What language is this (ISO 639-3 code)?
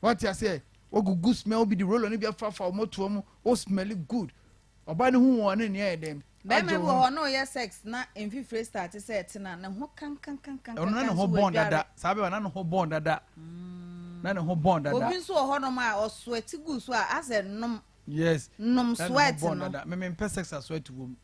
aka